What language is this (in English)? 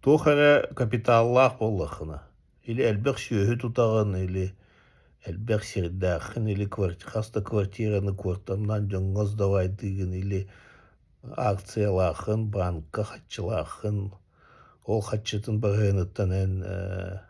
Yakut